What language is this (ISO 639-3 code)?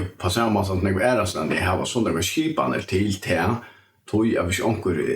fao